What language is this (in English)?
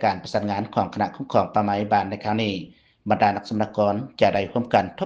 Lao